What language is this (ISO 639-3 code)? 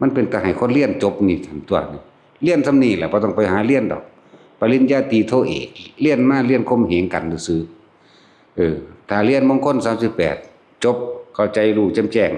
tts